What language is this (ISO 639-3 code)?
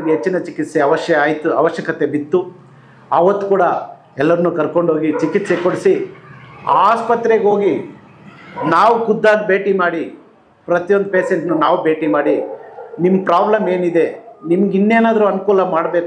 kan